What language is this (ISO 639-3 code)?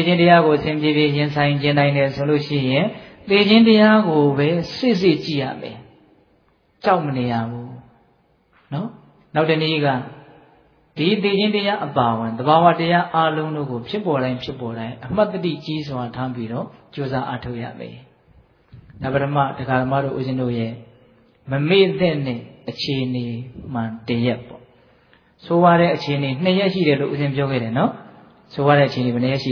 mya